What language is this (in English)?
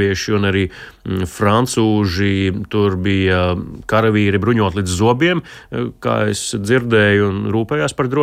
Latvian